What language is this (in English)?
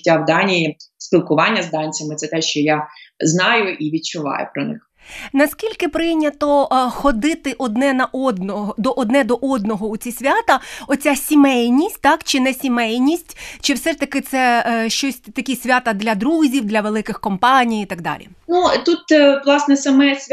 Ukrainian